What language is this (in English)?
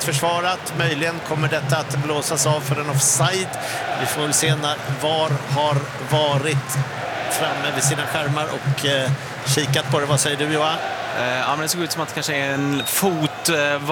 Swedish